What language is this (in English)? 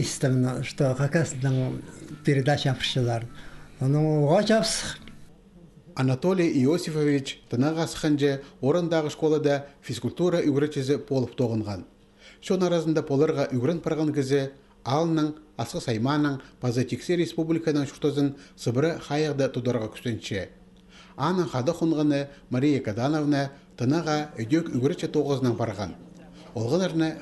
Khakas